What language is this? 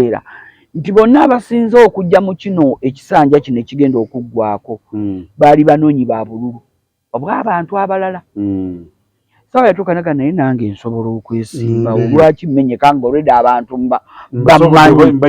Ganda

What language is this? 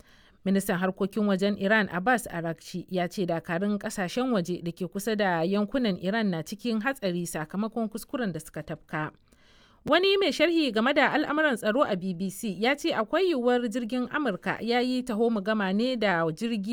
Hausa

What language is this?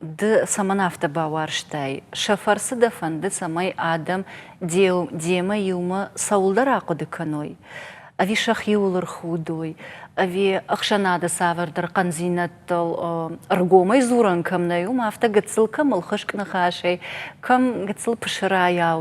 Ossetic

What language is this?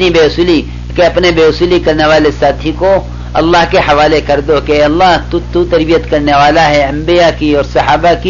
Urdu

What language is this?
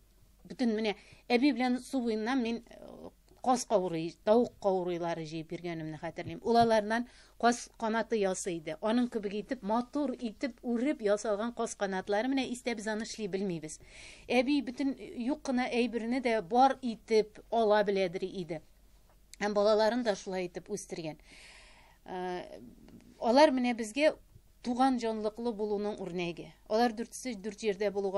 Tatar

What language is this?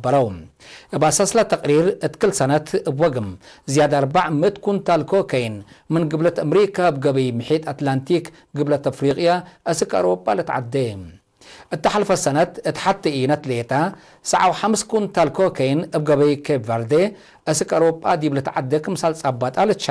Tigre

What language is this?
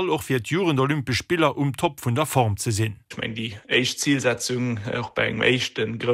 Luxembourgish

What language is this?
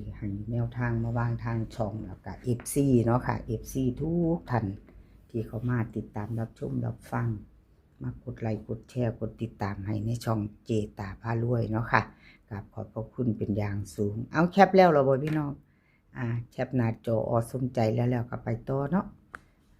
Northeastern Thai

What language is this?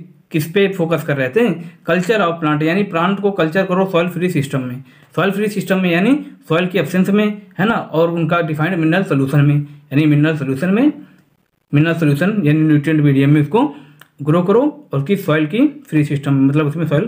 Hindi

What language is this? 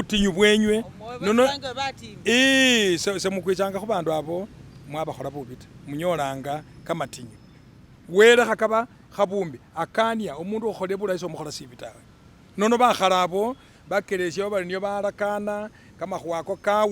Masaaba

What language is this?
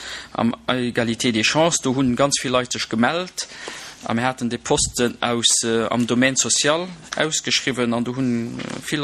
Luxembourgish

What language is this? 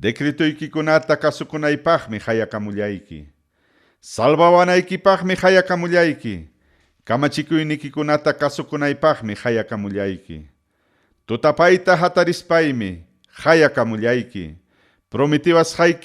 Ayacucho Quechua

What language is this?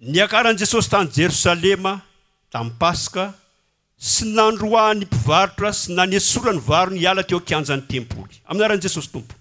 Malagasy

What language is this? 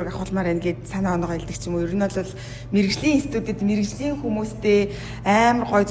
Mongolian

